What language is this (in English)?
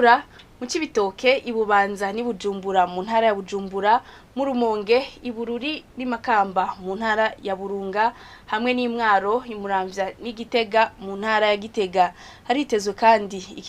Rundi